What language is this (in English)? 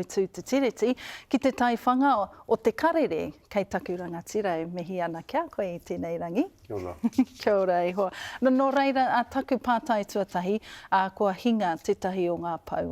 Māori